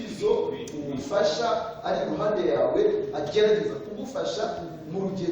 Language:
Kinyarwanda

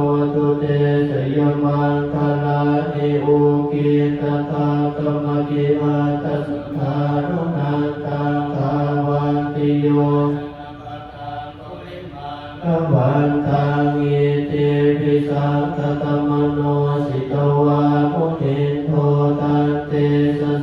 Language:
Pali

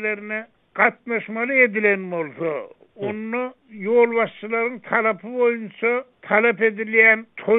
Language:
Turkmen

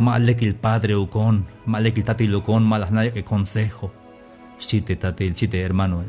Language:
Tzeltal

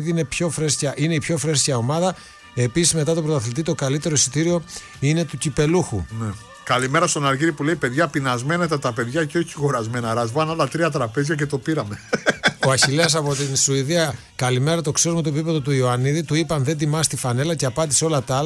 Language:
Greek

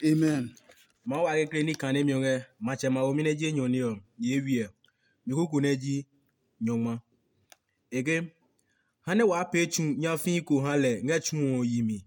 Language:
Adangme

